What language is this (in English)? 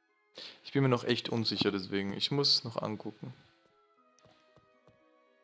German